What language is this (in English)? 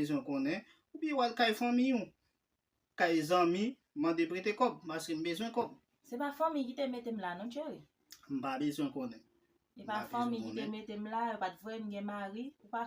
Haitian Creole